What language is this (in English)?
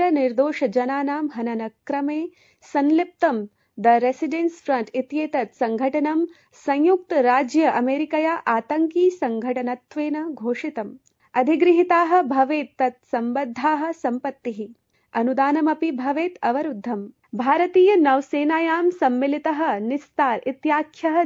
Sanskrit